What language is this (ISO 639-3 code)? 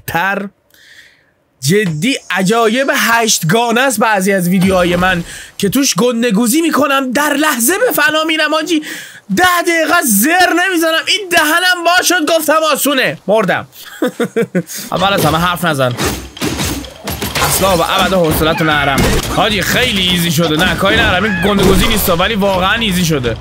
fas